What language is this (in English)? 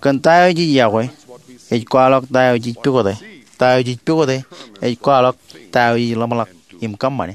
Marshallese